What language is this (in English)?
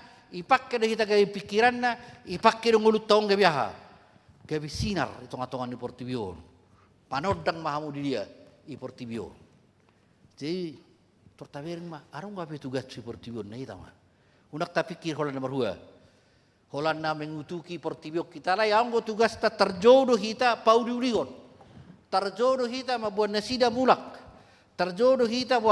Batak Toba